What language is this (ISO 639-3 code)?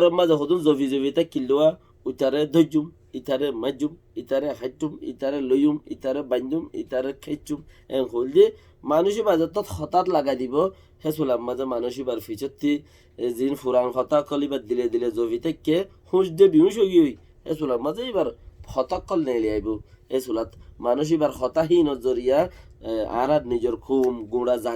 rhg